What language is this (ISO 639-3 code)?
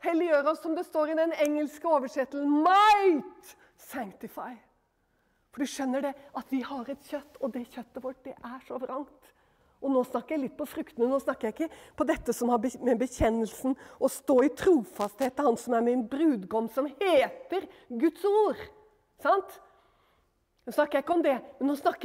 nor